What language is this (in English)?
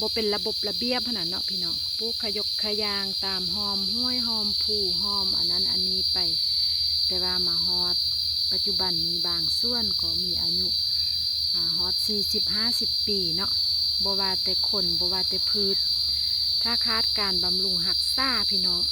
Lao